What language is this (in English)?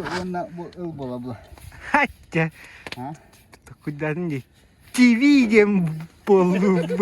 Yakut